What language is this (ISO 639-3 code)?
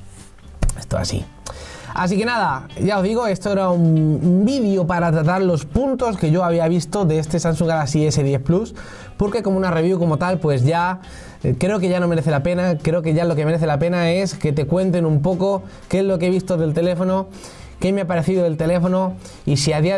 spa